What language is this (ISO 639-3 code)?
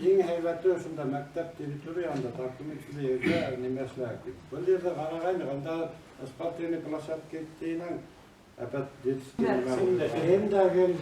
bak